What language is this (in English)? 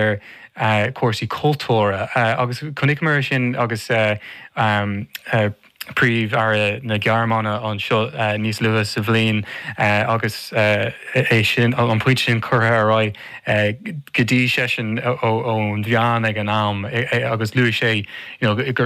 Irish